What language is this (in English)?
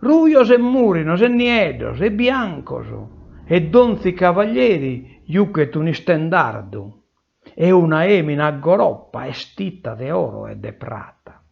Sardinian